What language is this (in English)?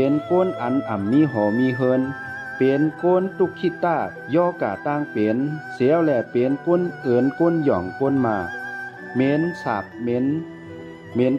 Shan